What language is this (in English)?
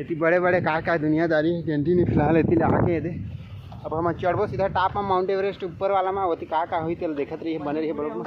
Chhattisgarhi